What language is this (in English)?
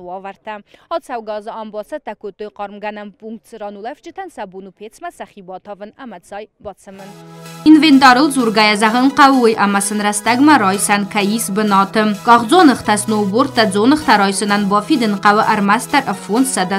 Ossetic